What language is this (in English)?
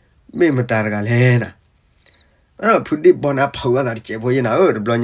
S'gaw Karen